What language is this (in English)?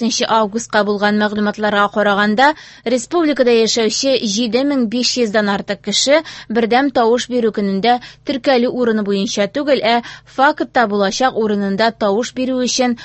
Tatar